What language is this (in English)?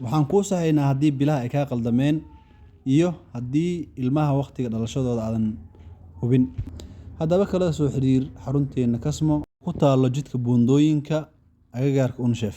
Somali